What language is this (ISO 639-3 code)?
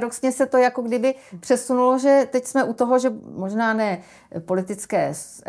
ces